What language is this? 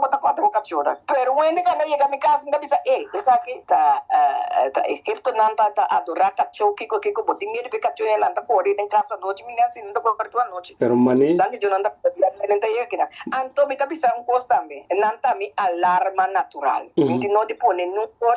Papiamento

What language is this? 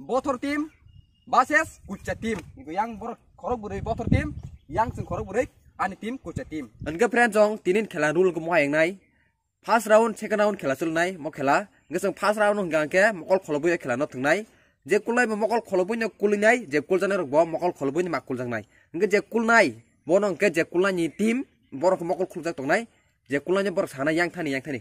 Kok Borok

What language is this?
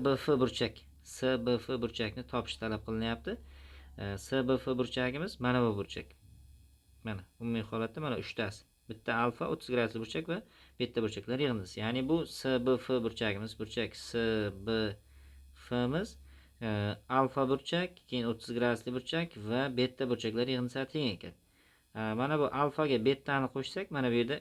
Uzbek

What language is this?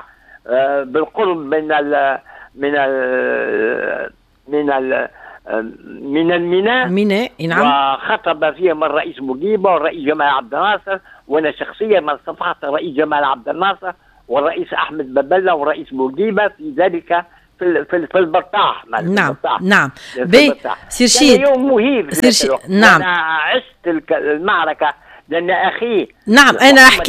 Tunisian Arabic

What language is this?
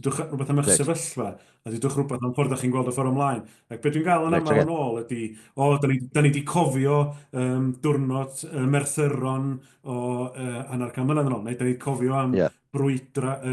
Welsh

